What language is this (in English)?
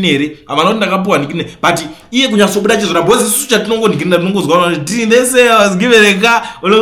Shona